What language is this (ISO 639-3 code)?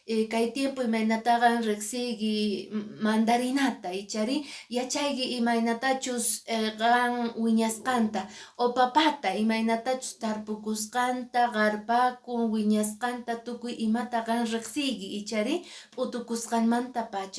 que